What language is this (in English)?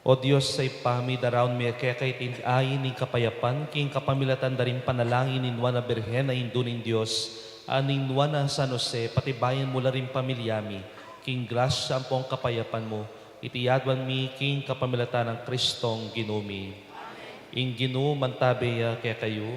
Pampanga